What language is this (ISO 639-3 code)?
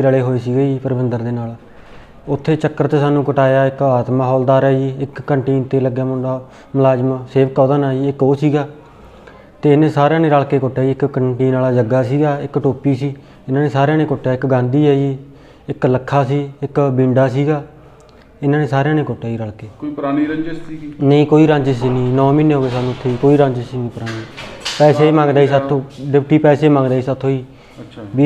pan